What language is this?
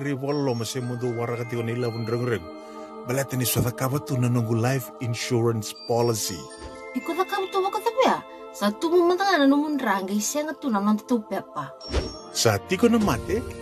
Fijian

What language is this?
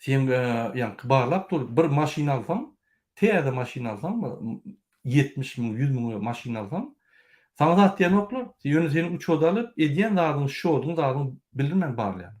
Turkmen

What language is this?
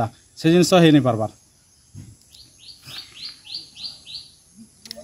Odia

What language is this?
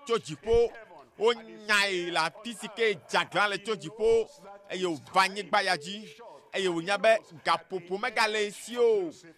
Ewe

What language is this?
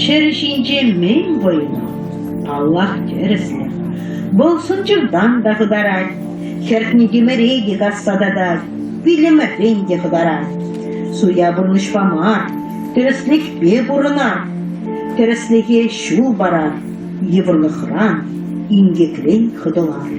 Chuvash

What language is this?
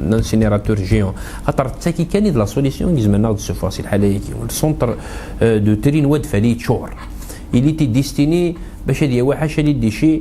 Kabyle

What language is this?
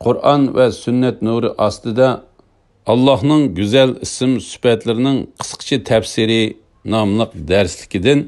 Uyghur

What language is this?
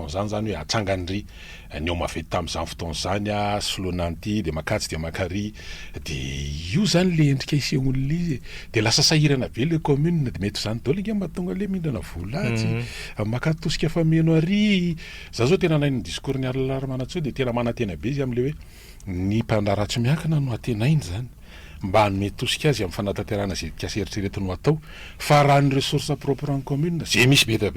Malagasy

